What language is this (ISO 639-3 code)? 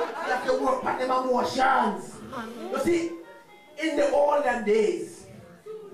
jam